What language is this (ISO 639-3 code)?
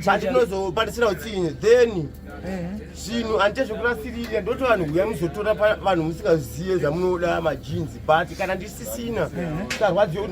sna